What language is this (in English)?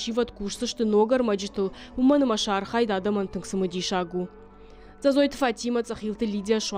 Ossetic